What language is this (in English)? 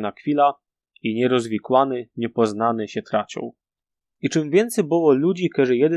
Silesian